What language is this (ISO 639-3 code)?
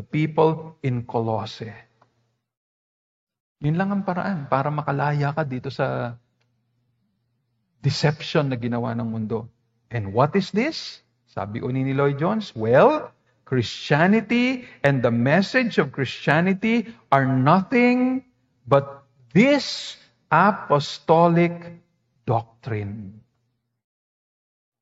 fil